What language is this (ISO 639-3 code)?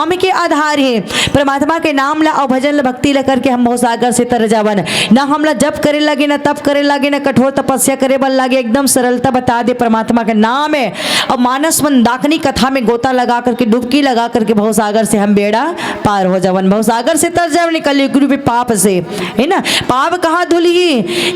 hne